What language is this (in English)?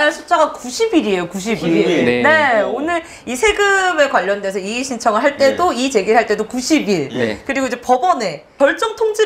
Korean